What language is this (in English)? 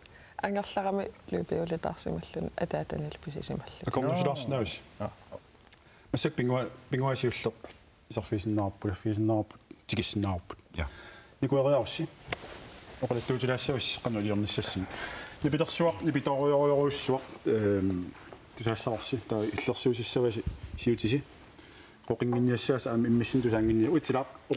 Kalaallisut